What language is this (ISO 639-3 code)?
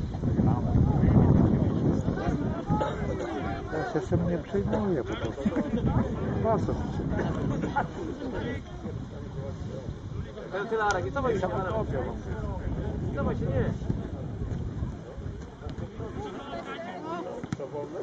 pol